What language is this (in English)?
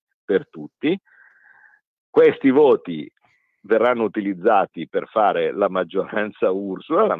Italian